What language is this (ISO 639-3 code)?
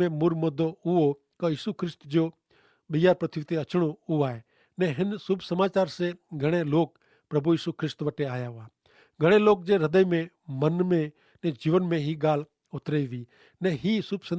kfr